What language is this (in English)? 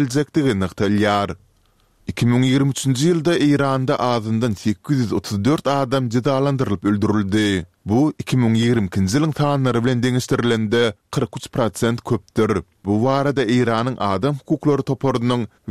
Turkmen